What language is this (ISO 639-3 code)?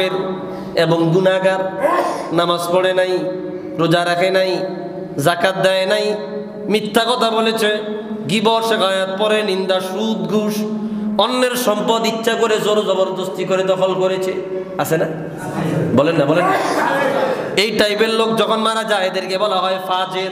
ben